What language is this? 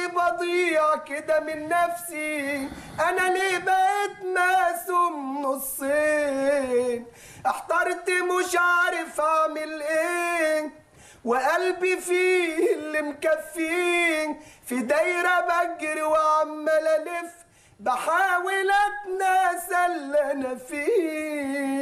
Egyptian Arabic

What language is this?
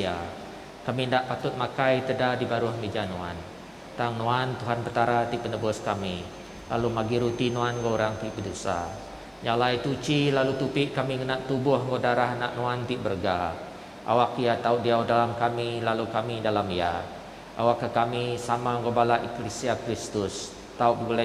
Iban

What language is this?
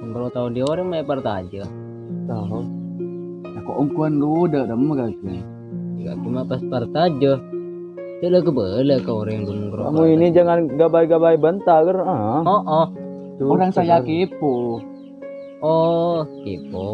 Madurese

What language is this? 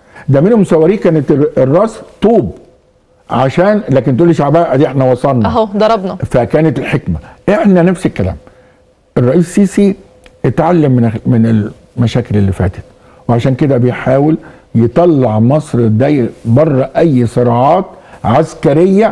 Egyptian Arabic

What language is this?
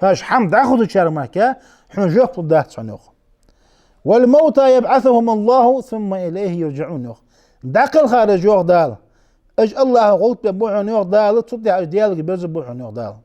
Ingush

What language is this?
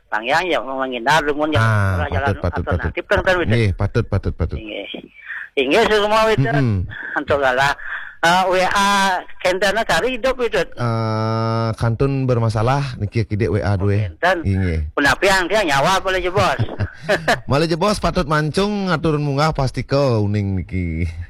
Balinese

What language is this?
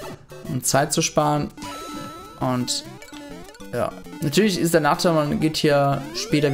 German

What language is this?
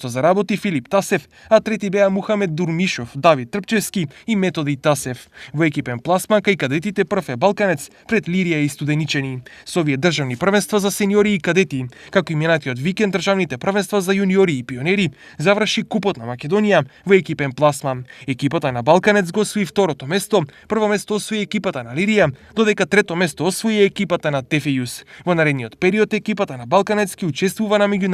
Macedonian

